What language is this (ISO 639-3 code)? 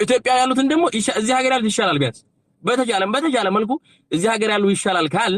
amh